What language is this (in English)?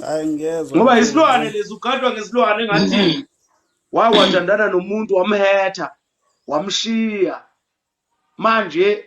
Zulu